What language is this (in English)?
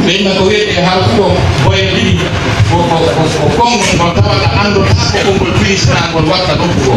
Pular